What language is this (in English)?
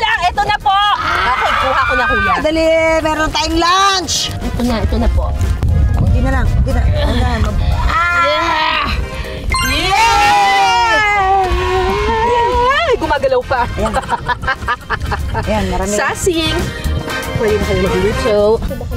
Filipino